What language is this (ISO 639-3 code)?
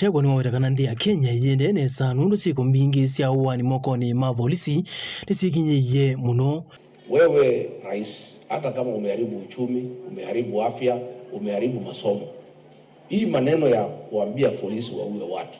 kam